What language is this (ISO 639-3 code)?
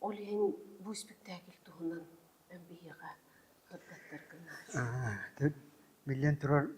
sah